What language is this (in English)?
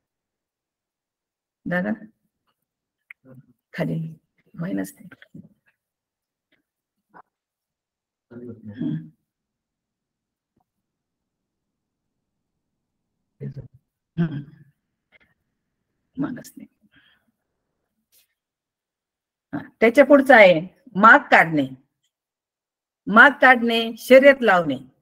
Marathi